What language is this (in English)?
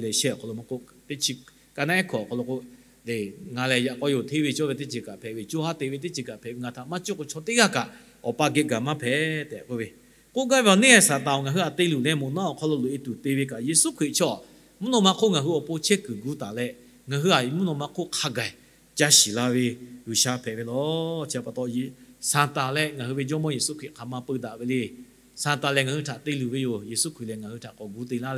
Lahu